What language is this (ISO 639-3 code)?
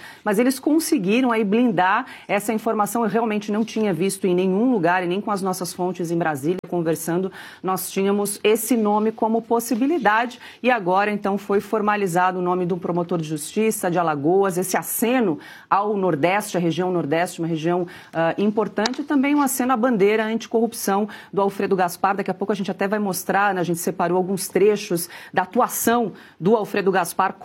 por